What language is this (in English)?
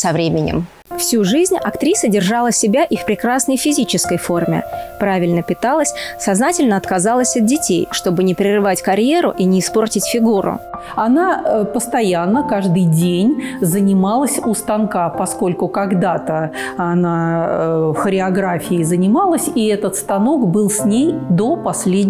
Russian